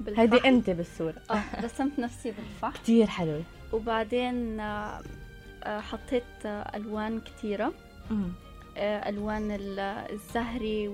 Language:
North Levantine Arabic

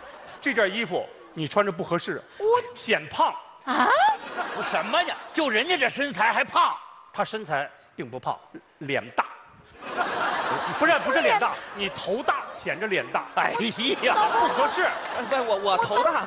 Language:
Chinese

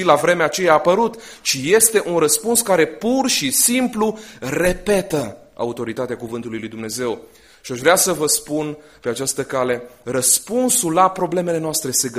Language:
Romanian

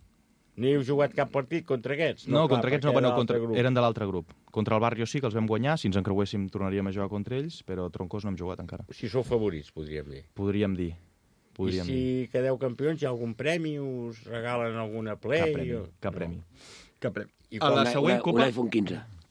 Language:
Catalan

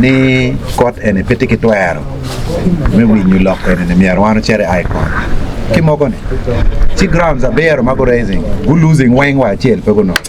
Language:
Acoli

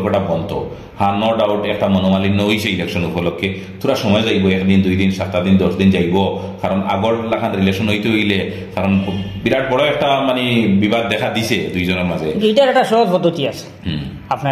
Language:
Sylheti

